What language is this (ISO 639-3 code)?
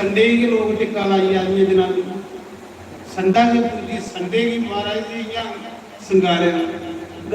doi